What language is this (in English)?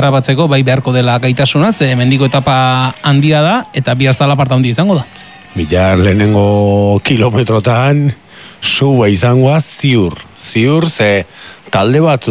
Basque